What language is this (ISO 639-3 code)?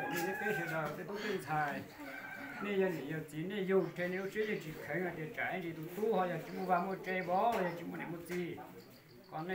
hmn